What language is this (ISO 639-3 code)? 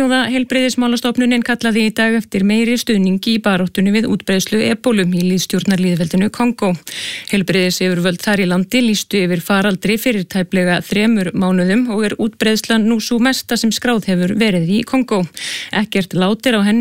isl